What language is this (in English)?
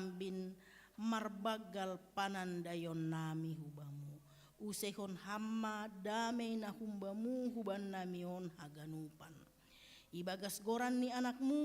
Batak Simalungun